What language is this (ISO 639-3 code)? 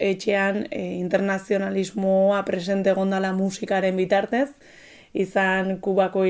eus